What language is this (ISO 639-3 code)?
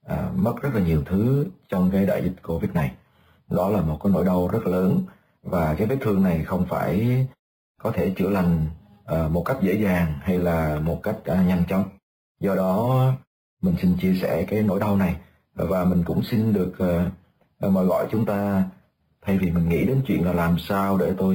vie